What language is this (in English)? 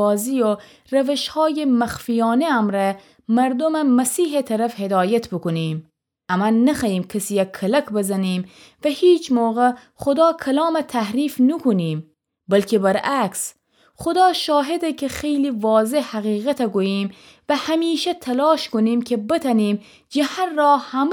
Gilaki